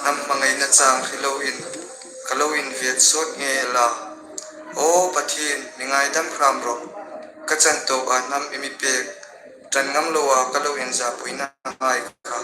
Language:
Hmar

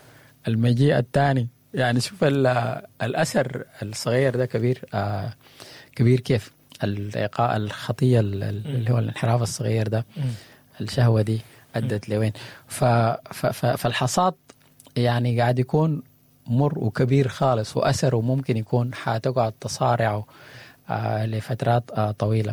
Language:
Sudanese Arabic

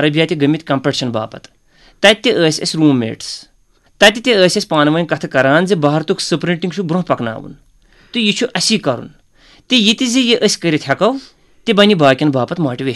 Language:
Kashmiri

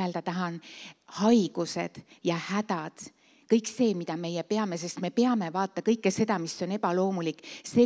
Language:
Estonian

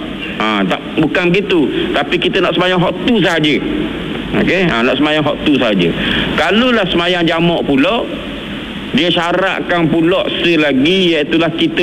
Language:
Malay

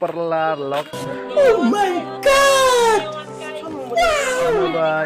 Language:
Khasi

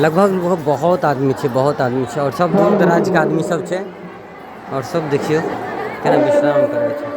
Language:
Maithili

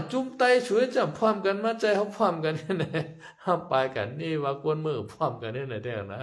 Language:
Shan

